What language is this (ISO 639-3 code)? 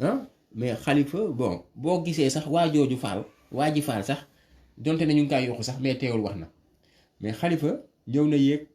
wol